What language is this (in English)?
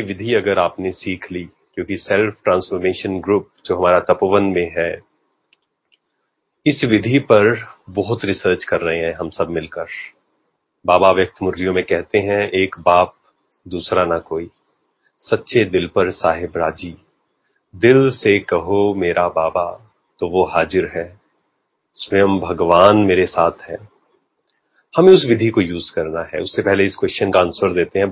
Hindi